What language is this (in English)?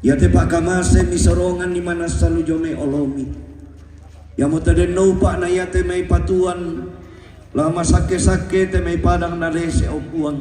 Toraja-Sa'dan